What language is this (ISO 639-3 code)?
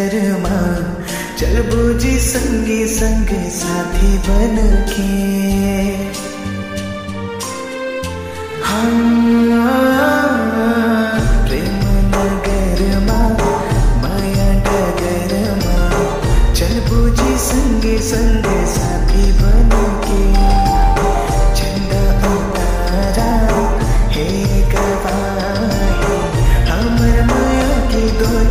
hne